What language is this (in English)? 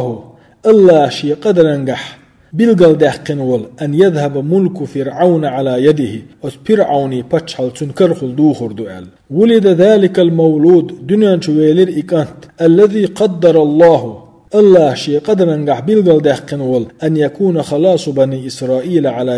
Chechen